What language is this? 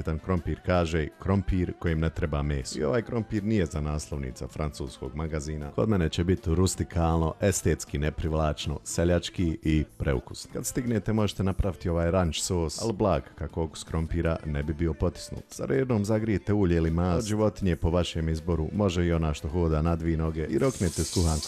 Bosnian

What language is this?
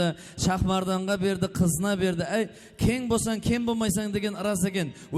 Kara-Kalpak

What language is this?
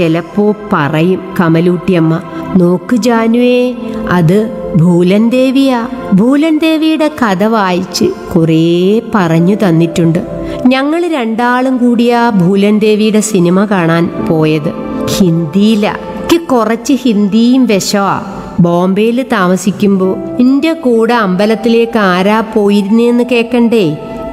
Malayalam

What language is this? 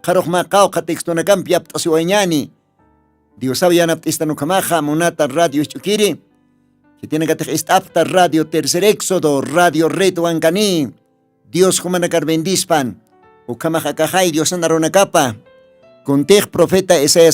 Aymara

